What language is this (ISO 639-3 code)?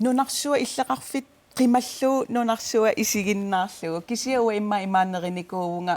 kal